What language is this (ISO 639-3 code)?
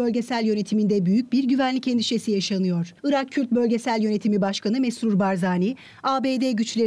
tur